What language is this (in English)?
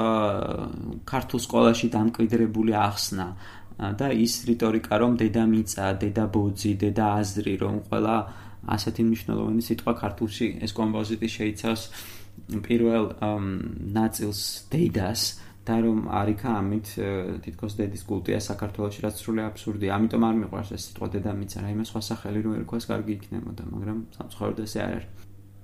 Georgian